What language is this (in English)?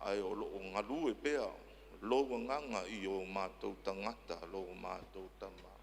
Samoan